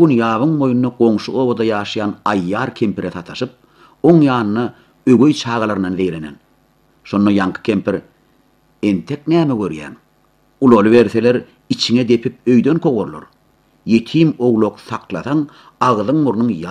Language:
Turkmen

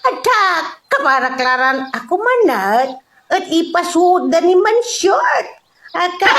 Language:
Pangasinan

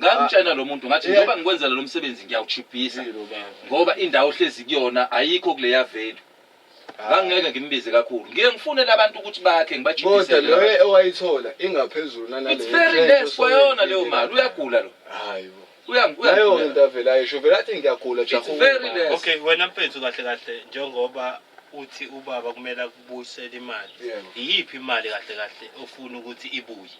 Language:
Zulu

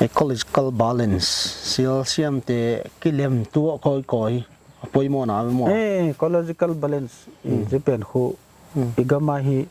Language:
Paite Chin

